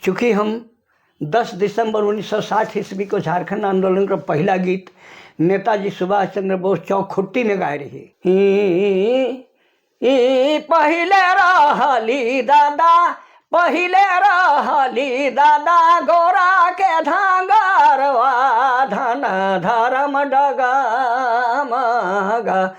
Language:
Sadri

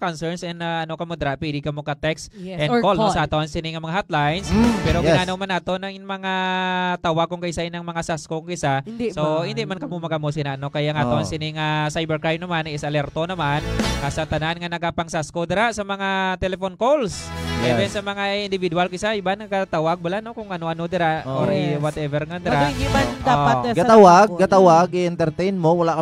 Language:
Hiligaynon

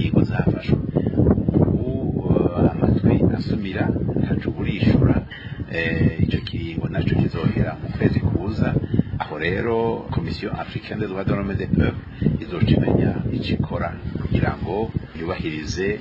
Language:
Rundi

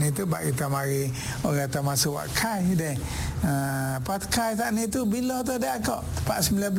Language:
Malay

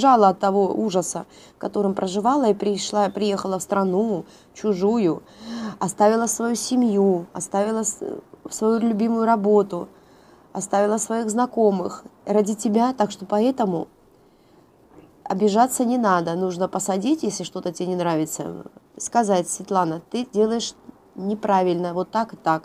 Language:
Russian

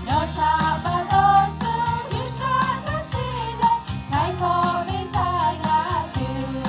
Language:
Lahu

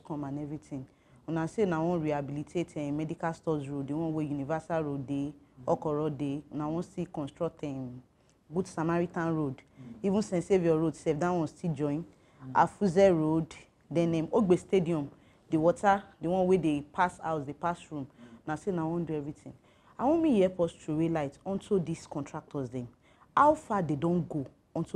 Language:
Nigerian Pidgin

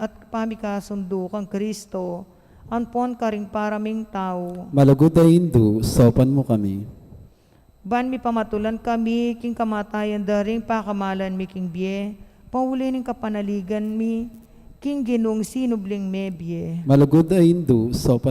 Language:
Pampanga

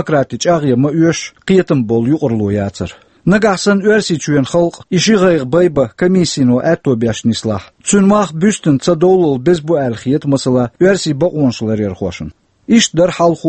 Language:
Chechen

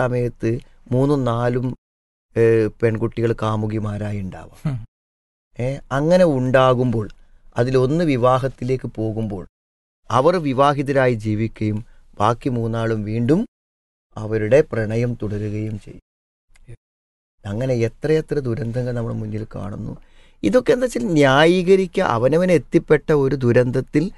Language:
Malayalam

